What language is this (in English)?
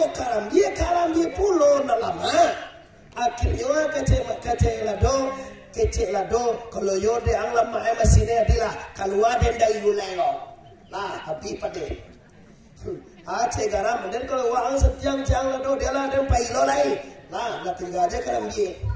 Minangkabau